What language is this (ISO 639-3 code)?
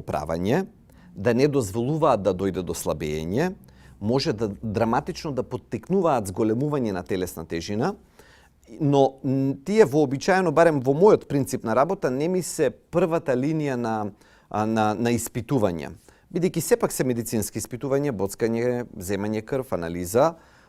mkd